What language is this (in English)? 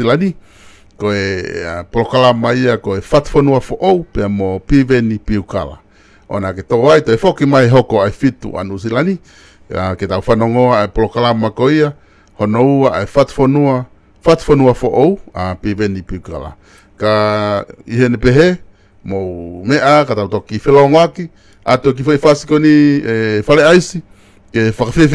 Tongan